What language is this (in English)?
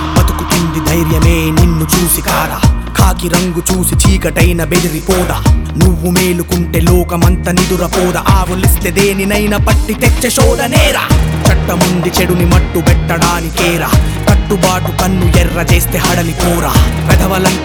Telugu